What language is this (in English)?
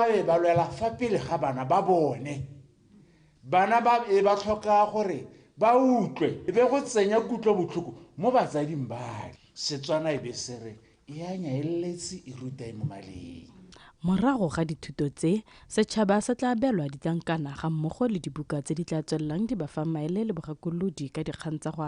Tswana